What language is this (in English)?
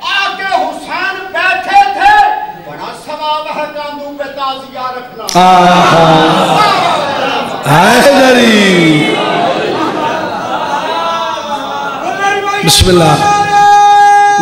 Urdu